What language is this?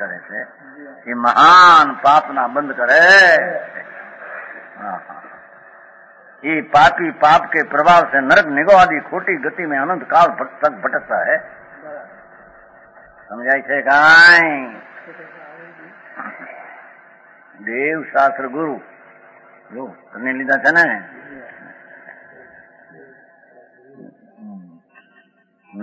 Gujarati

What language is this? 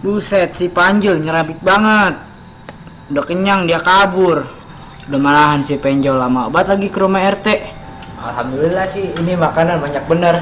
Betawi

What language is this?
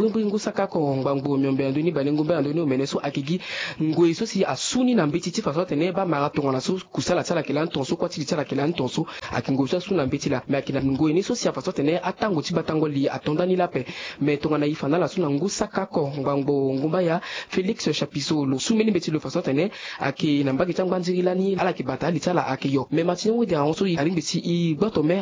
Sango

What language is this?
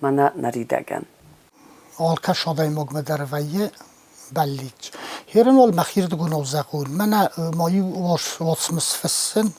Ossetic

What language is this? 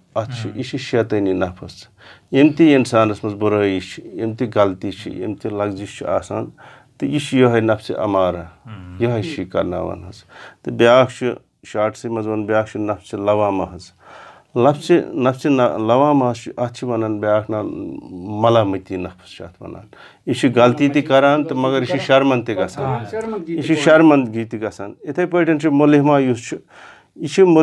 Kashmiri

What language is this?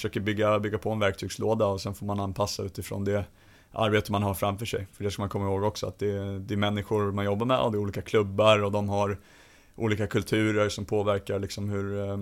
Swedish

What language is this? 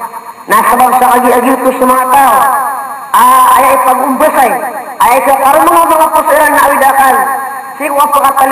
Maranao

